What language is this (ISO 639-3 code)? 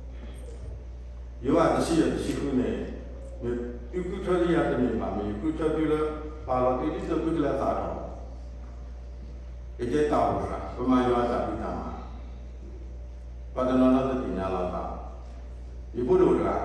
ksw